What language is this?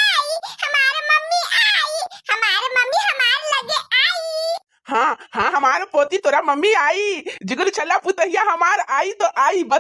Bhojpuri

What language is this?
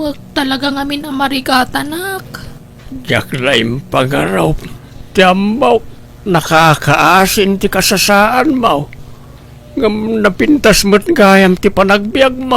Iloko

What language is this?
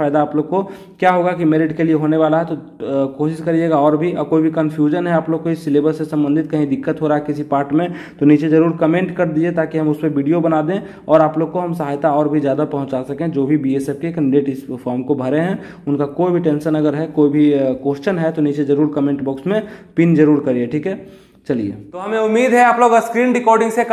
Hindi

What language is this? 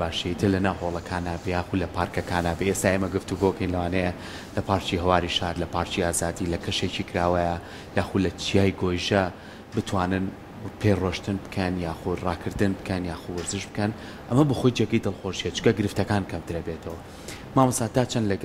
Central Kurdish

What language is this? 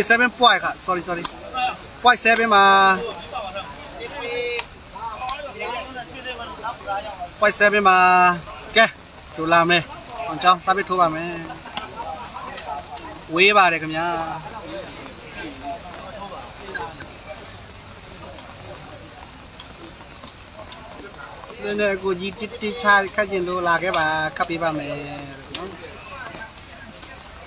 Burmese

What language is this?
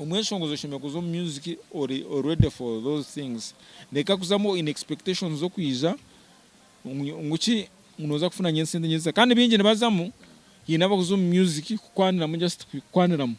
Nyankole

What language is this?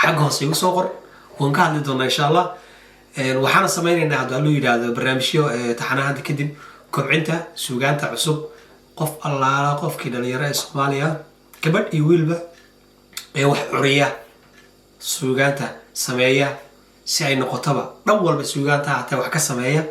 Somali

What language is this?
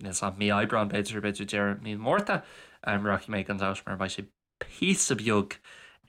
Irish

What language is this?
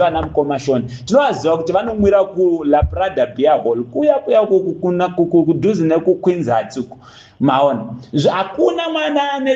Shona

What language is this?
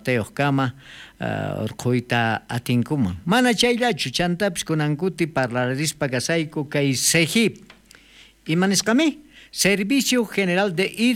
South Bolivian Quechua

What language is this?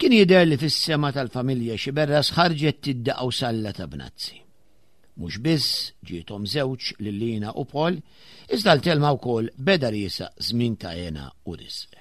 Maltese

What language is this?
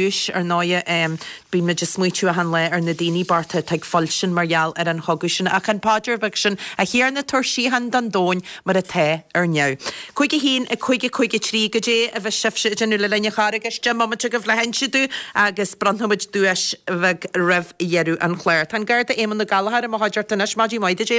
Irish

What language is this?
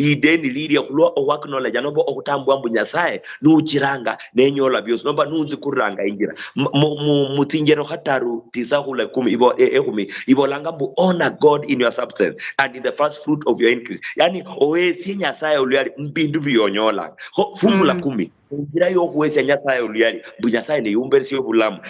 Luyia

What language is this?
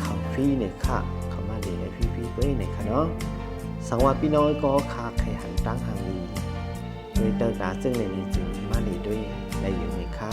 Shan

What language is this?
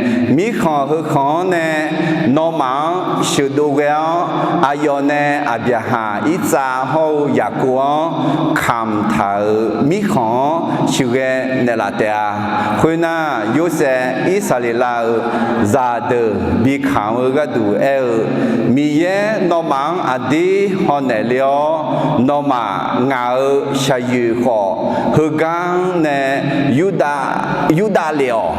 Akha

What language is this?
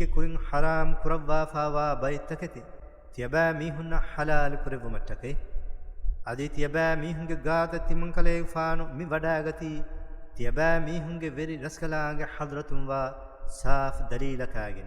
Divehi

